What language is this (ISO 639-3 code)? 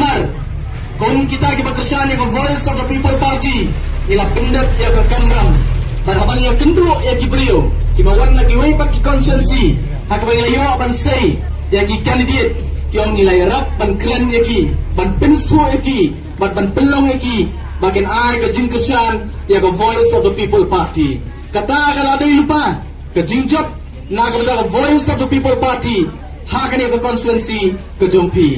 kha